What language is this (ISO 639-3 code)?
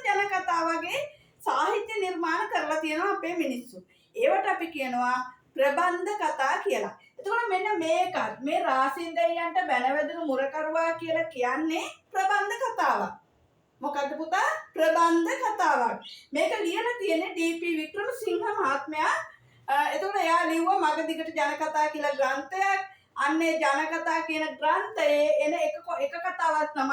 sin